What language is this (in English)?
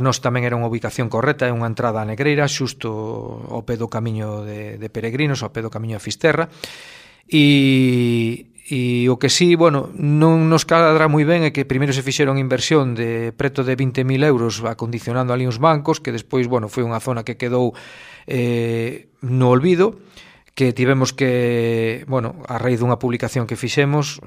Galician